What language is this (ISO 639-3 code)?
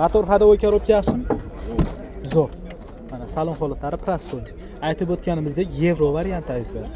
uzb